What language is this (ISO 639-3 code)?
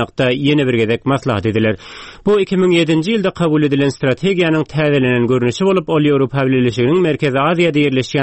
tuk